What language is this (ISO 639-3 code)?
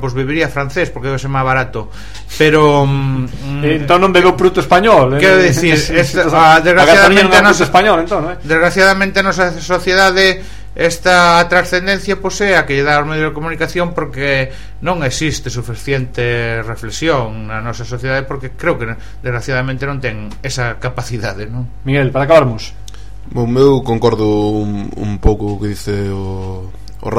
glg